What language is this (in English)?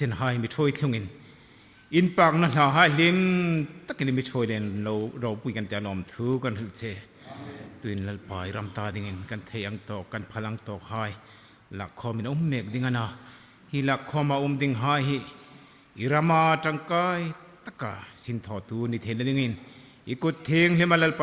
Hmar